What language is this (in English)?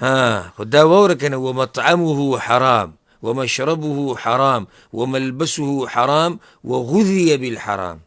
Pashto